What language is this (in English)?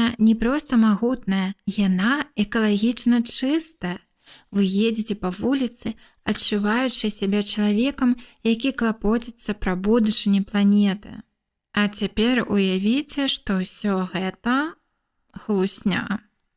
Belarusian